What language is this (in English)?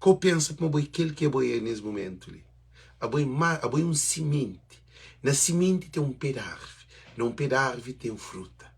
Kabuverdianu